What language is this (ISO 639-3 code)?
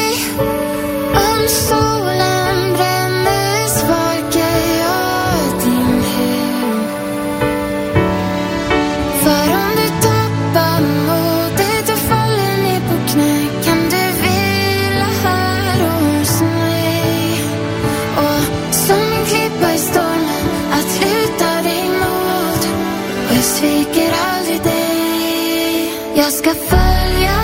swe